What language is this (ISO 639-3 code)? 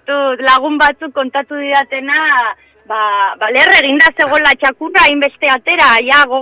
eus